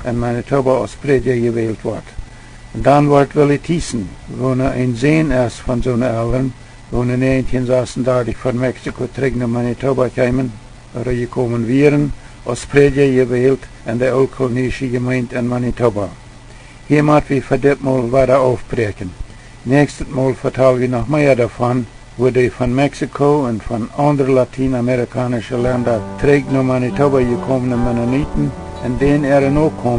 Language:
Plautdietsch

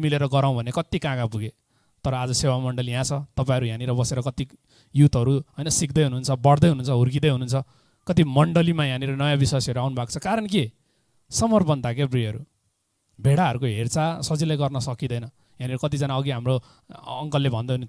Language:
Nepali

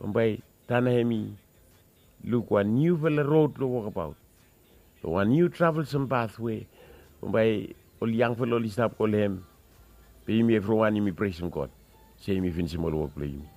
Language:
Bislama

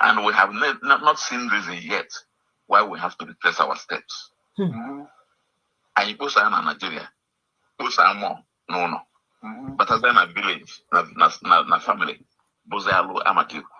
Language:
Igbo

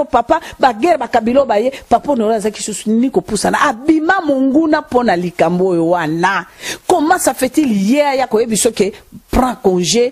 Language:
Lingala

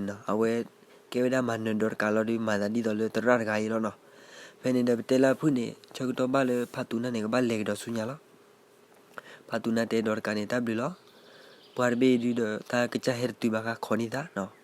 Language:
S'gaw Karen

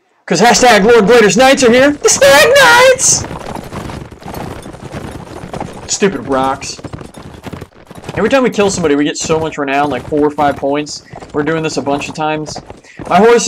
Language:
English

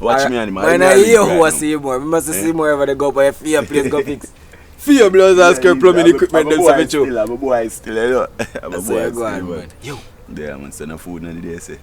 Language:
Jamaican Creole English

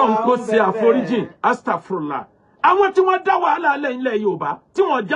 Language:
Yoruba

